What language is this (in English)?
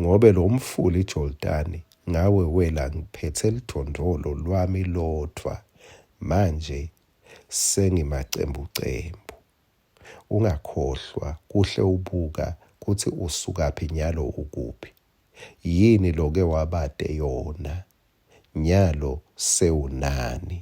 Swati